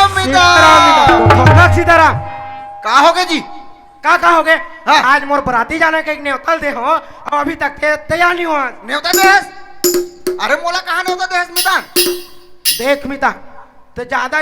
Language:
Chhattisgarhi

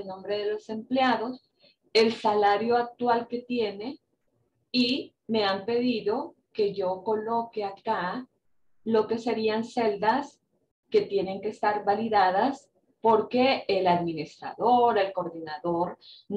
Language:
Spanish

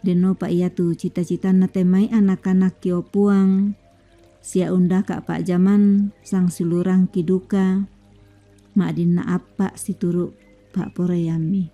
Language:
Toraja-Sa'dan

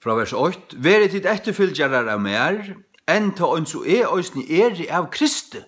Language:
Faroese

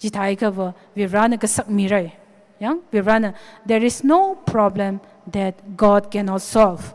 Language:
Tangkhul Naga (India)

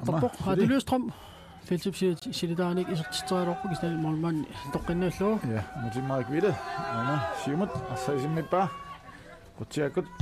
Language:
Kalaallisut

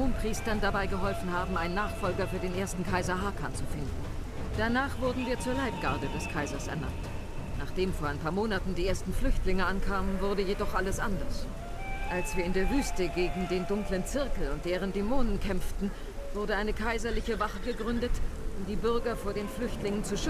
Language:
Swiss German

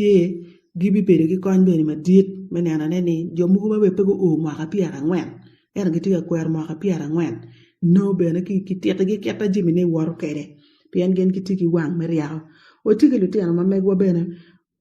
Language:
Acoli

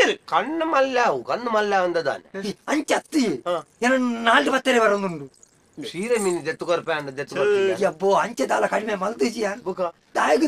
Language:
Tulu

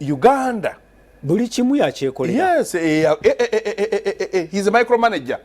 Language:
Ganda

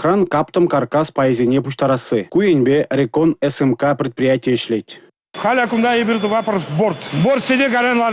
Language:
Chuvash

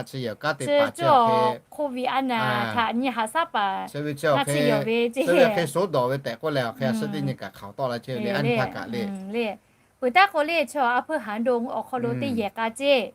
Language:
Lahu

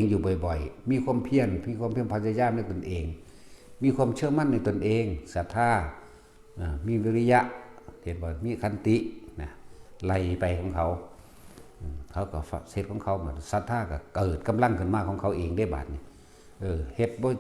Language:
Northeastern Thai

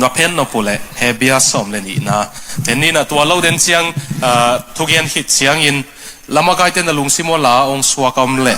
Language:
Tedim Chin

